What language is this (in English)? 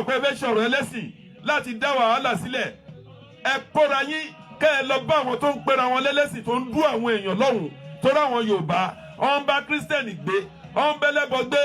Yoruba